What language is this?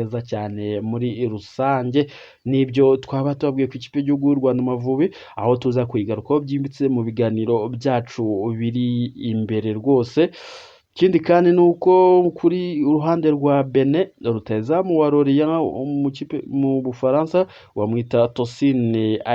Kinyarwanda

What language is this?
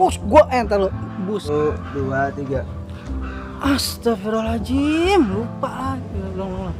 Betawi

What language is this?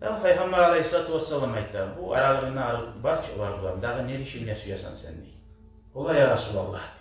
Kumyk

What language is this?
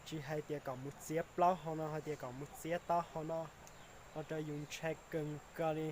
Hmong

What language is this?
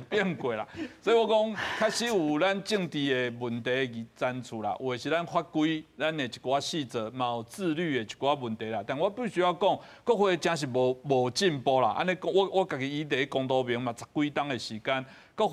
Min Nan Chinese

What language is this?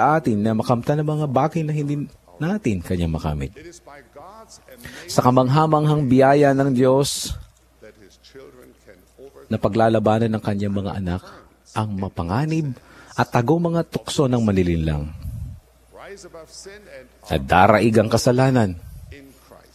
Filipino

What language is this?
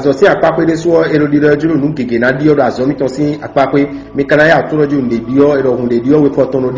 Fon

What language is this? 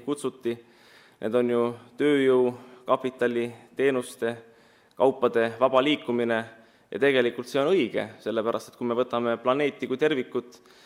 Estonian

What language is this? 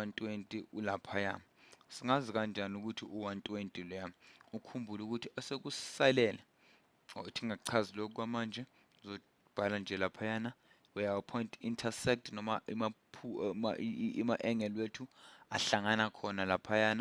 Zulu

